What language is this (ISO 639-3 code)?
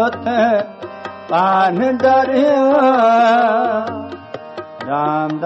pan